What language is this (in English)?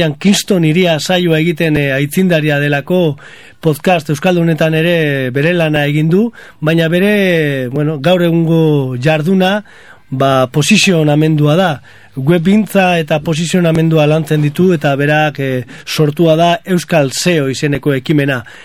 Basque